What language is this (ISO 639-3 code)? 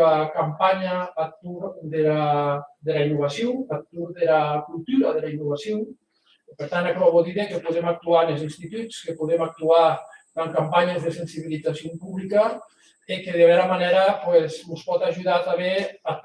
oci